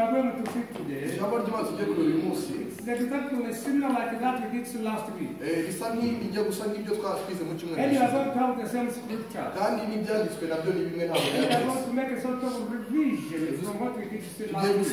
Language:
Kinyarwanda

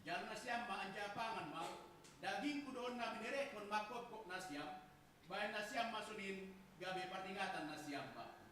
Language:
Batak Simalungun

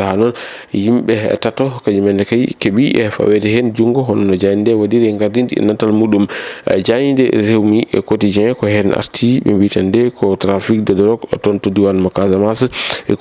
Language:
Fula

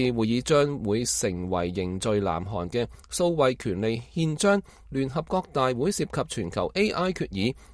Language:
Cantonese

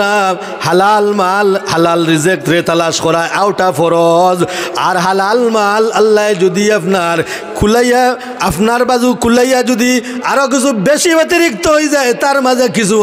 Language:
Sylheti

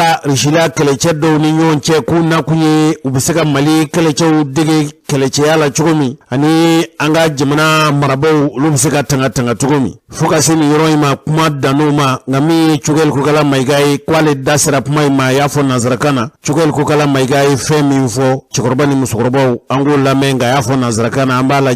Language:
Bambara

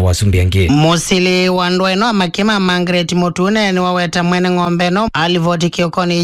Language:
Kamba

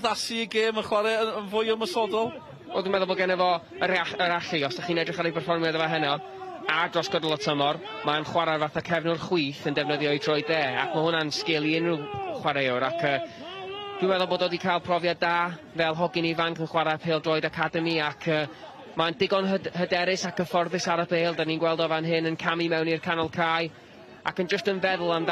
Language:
Welsh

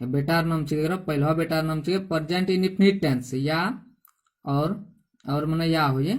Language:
Angika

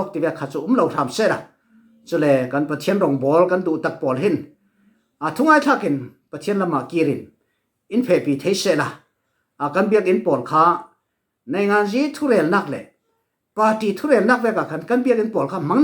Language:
Falam Chin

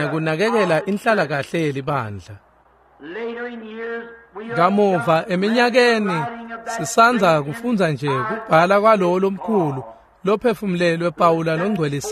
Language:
Swati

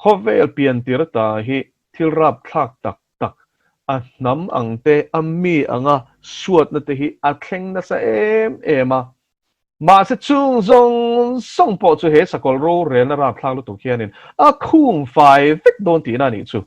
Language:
Mizo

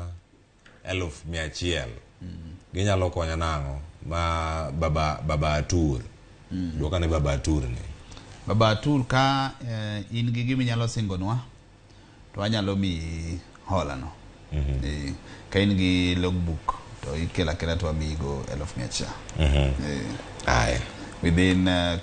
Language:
Luo (Kenya and Tanzania)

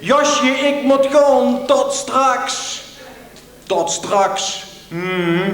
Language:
Limburgish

